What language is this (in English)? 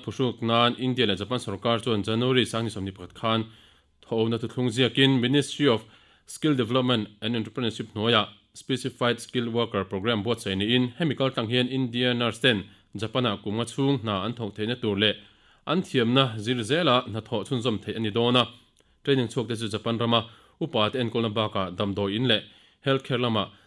Mizo